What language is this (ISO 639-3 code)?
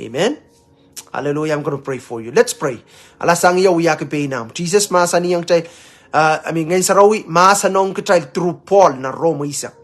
pon